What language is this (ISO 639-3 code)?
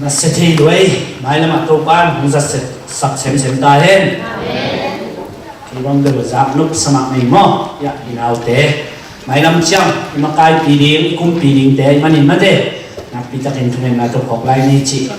ctd